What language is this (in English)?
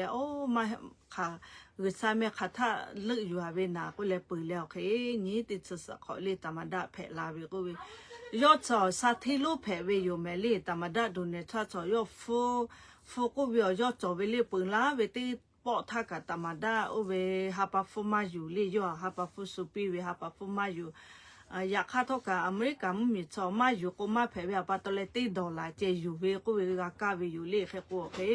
Lahu